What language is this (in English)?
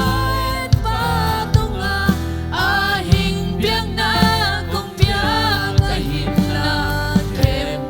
Tedim Chin